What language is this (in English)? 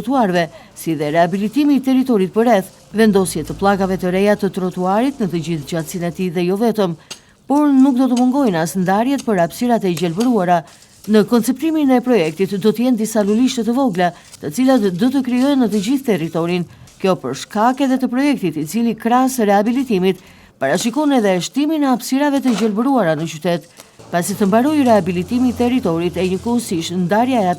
Albanian